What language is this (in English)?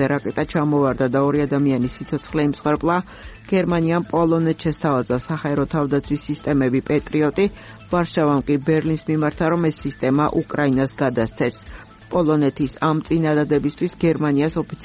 Georgian